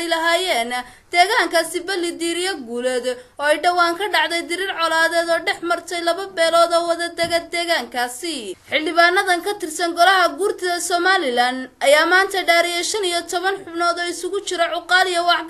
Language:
Somali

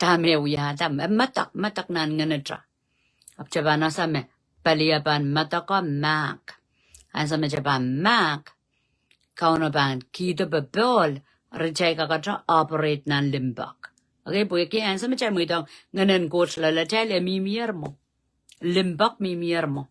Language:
Pohnpeian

